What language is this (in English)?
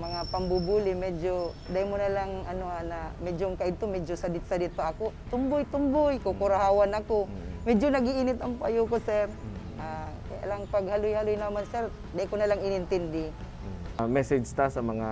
Bikol